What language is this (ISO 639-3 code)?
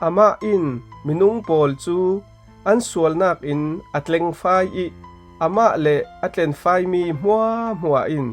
cfm